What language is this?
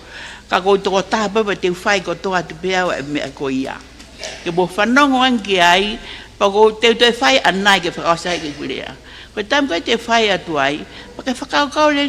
Tongan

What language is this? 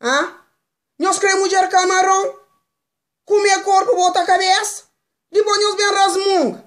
Kabuverdianu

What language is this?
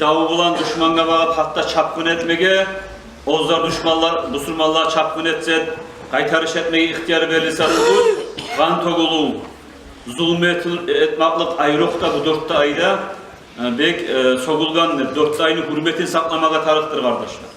Kumyk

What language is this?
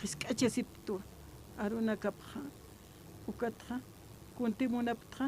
Aymara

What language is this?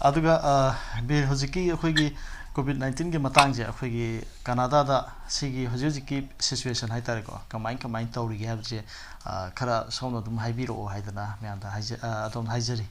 Manipuri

